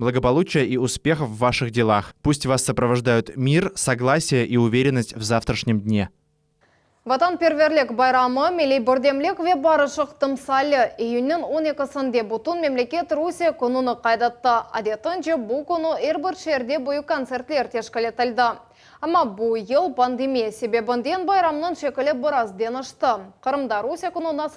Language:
Crimean Tatar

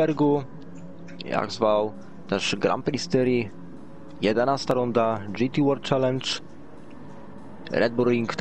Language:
Polish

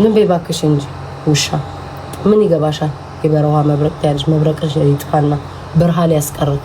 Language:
Amharic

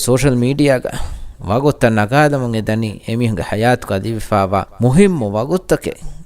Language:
Divehi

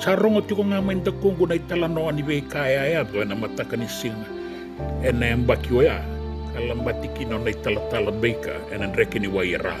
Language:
Fijian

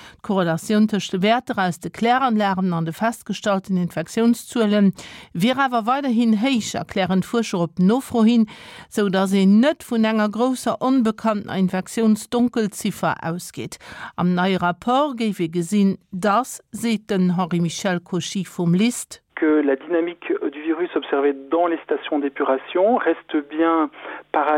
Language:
Luxembourgish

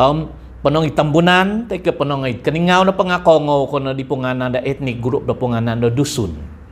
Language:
Central Dusun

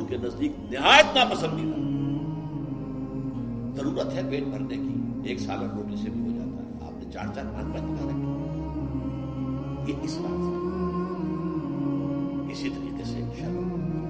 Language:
Urdu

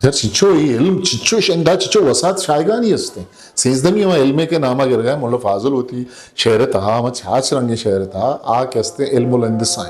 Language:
Eastern Balochi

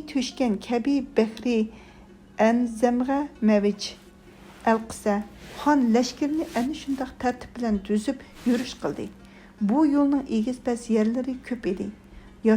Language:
Uyghur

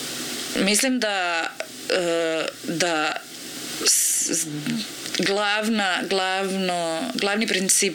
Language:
Croatian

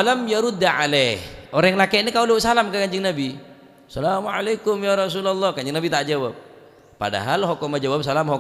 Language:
Madurese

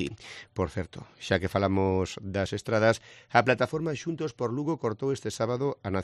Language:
Galician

